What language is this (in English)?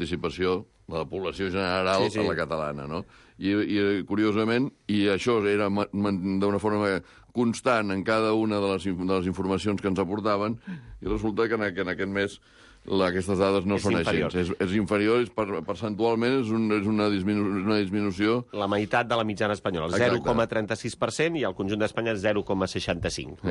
Catalan